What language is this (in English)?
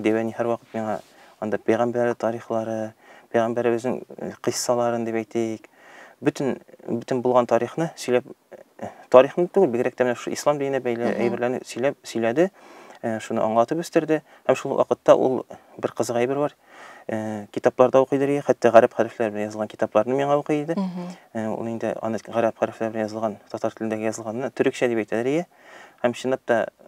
Tatar